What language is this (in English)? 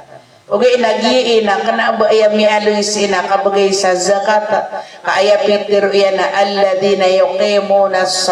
Maranao